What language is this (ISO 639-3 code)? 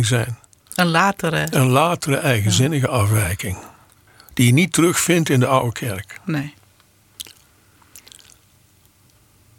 nld